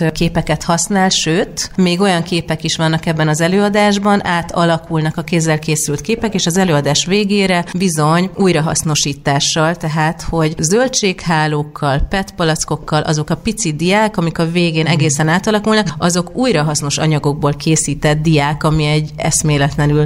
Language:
Hungarian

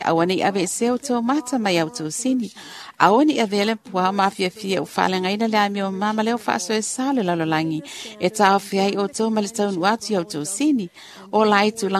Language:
Samoan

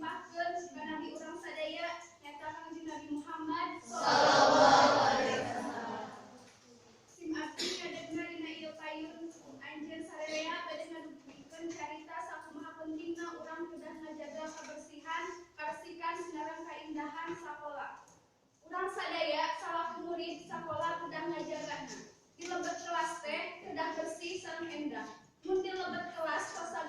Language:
Sundanese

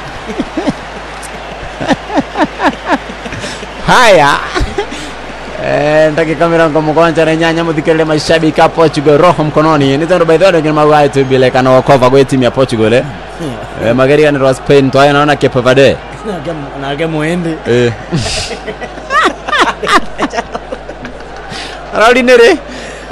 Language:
Swahili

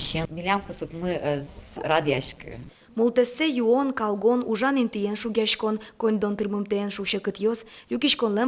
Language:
Udmurt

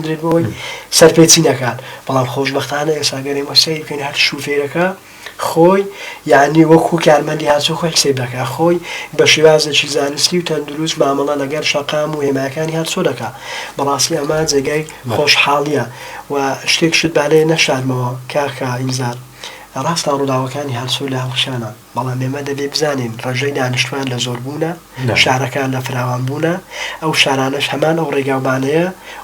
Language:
Central Kurdish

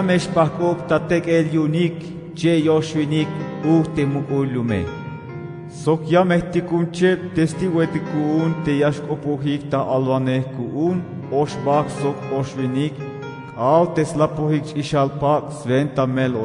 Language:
Tzeltal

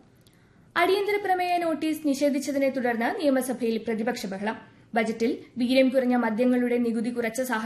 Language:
Malayalam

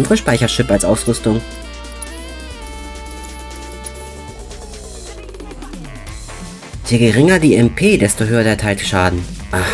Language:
German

